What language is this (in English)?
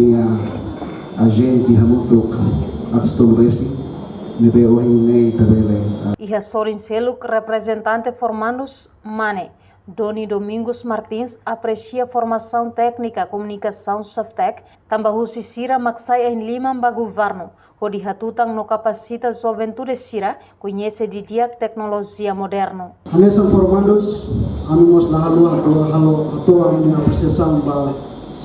Tetum